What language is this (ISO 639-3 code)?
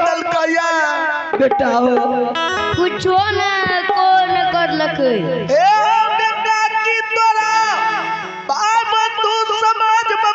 mai